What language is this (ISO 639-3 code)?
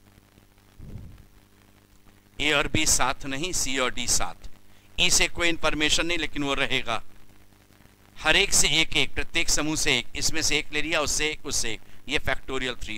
hin